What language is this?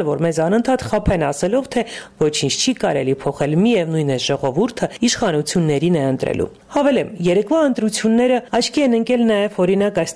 Armenian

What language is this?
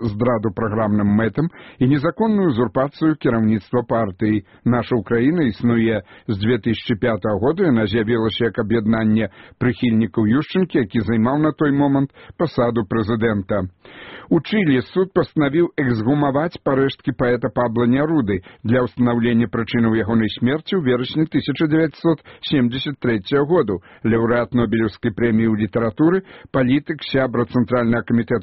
Belarusian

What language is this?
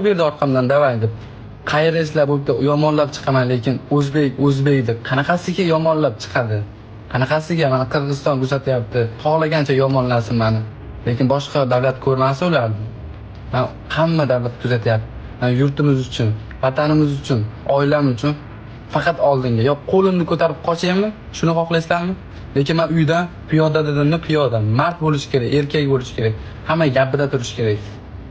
Uzbek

